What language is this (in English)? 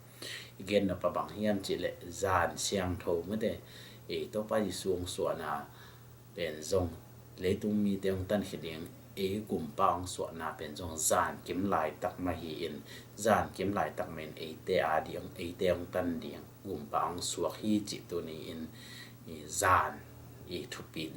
Tedim Chin